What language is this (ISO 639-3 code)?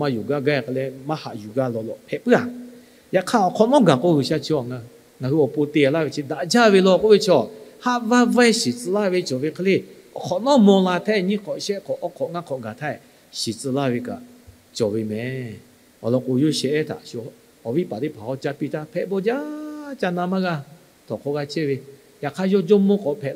lhu